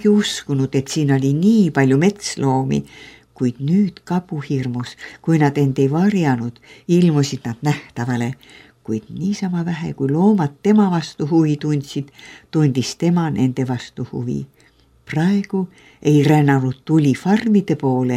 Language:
Estonian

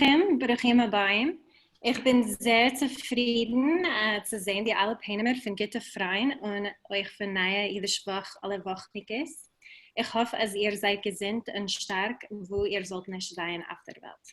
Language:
Yiddish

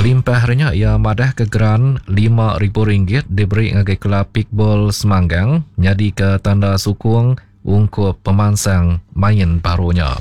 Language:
Iban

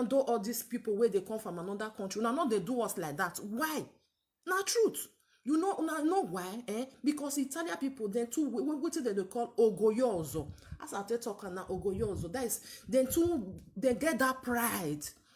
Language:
Nigerian Pidgin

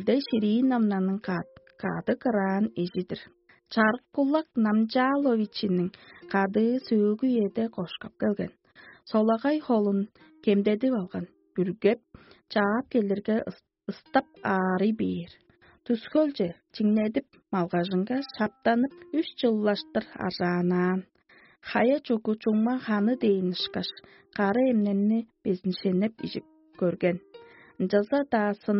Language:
Tuvinian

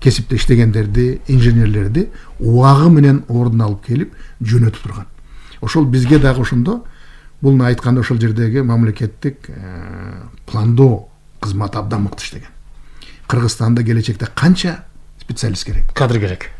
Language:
Kyrgyz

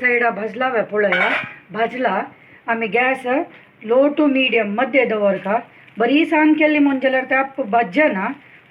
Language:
Konkani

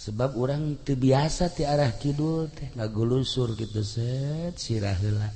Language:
Sundanese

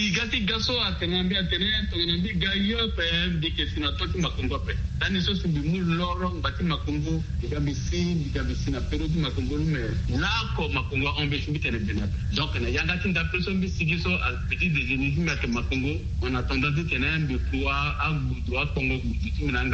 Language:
Sango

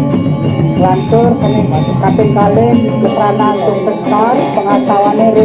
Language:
Balinese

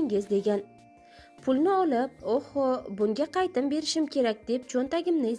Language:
Uzbek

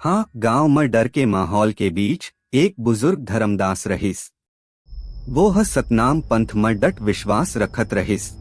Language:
Chhattisgarhi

